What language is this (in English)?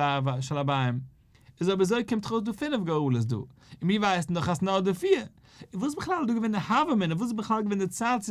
Yiddish